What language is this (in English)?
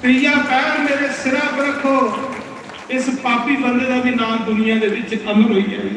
Dogri